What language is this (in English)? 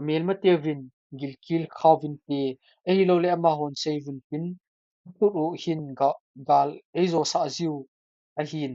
Thado Chin